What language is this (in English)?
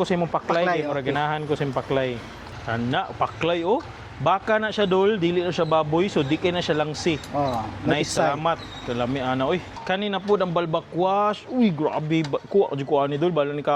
Cebuano